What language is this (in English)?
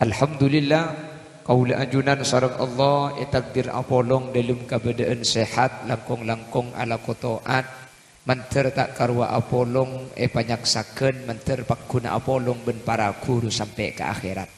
Madurese